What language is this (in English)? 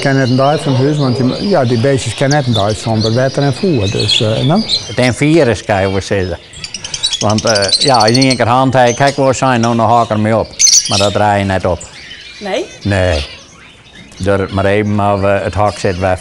Western Frisian